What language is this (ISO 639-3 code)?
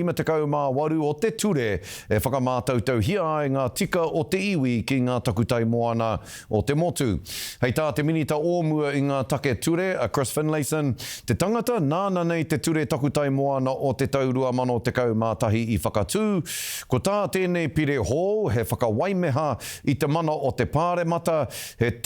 mri